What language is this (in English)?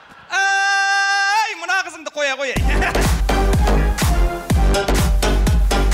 Kazakh